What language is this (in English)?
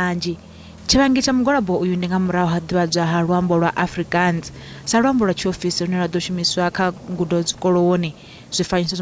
Venda